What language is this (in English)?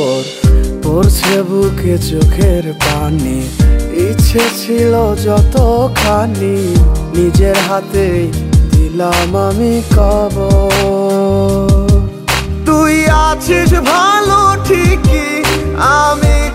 Bangla